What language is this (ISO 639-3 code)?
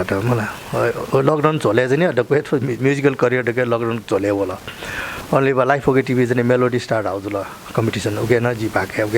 new